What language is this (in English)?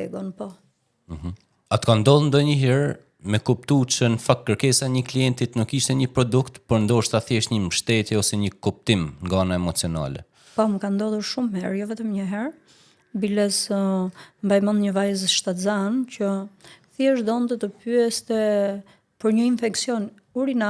Albanian